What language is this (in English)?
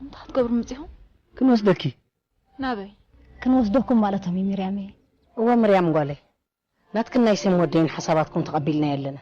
Tigrinya